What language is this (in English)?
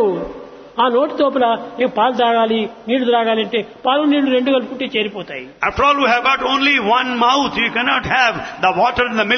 Telugu